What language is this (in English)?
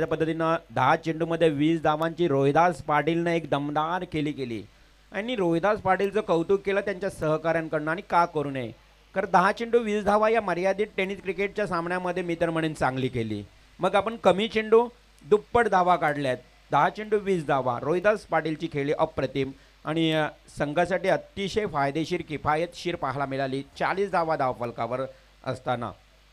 Marathi